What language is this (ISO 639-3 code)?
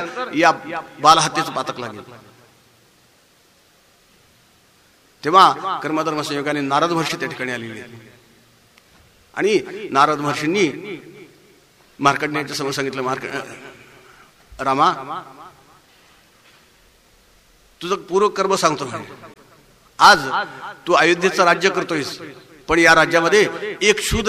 mar